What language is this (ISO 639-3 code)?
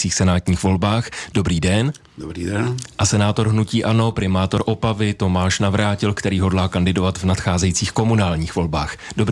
ces